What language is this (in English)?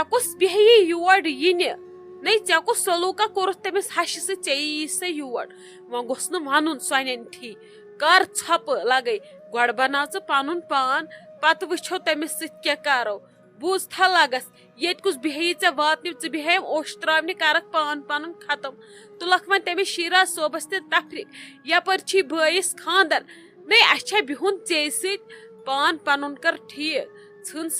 Kashmiri